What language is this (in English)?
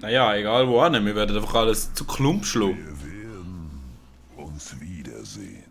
Swiss German